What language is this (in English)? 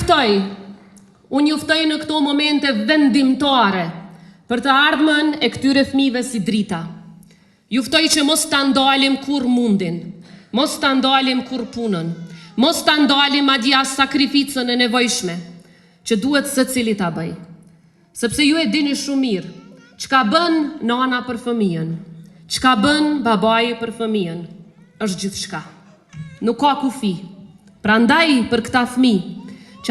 Albanian